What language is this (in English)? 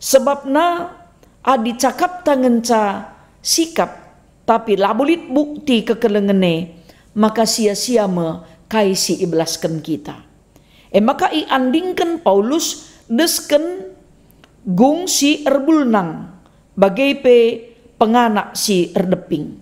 Batak Karo